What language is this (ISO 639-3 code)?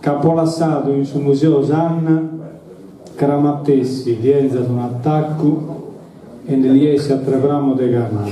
srd